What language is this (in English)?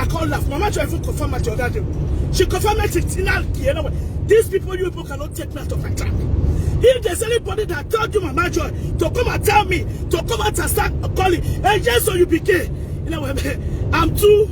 Nigerian Pidgin